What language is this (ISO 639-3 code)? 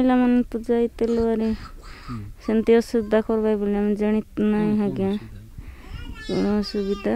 ori